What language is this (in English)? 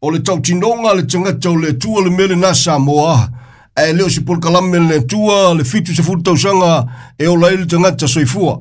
Samoan